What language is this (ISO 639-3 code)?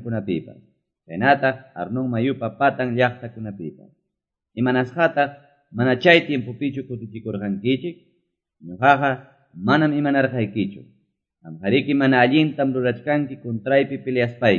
que